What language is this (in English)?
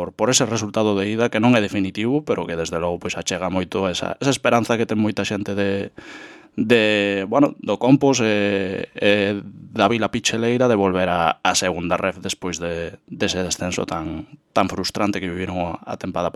Galician